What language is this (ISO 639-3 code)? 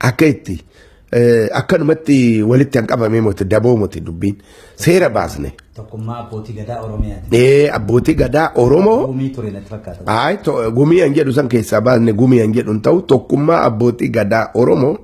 orm